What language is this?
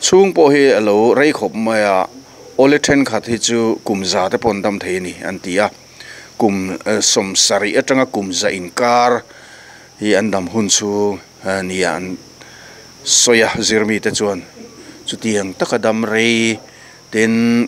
Mizo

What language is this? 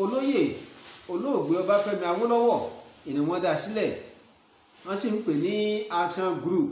Yoruba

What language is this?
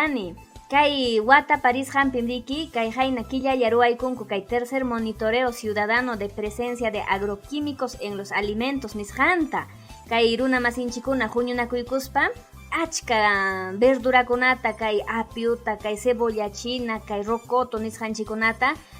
Ayacucho Quechua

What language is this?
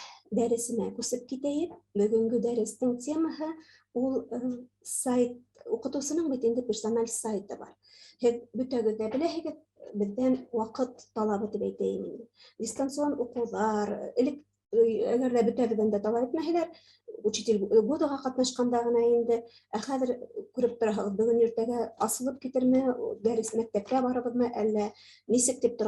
Bashkir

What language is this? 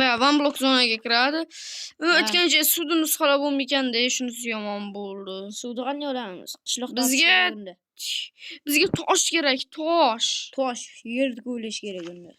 Uzbek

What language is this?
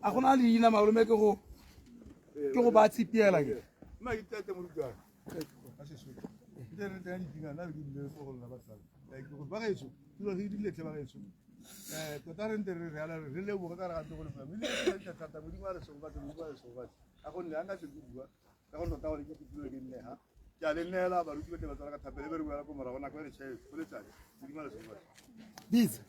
Tswana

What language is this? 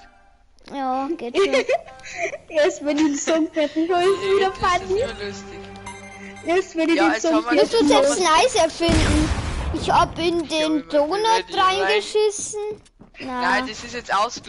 Bavarian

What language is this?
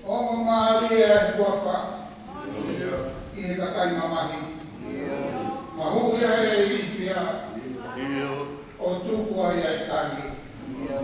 Tongan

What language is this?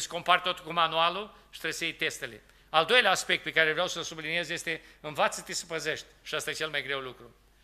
Romanian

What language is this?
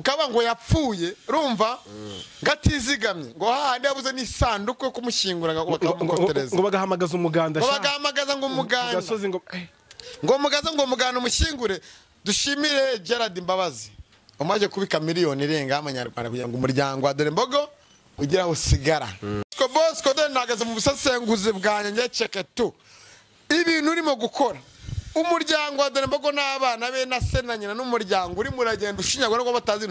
Kinyarwanda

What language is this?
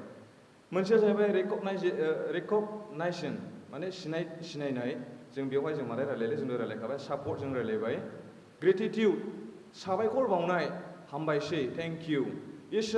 Bodo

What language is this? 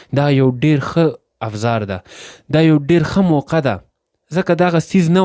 Pashto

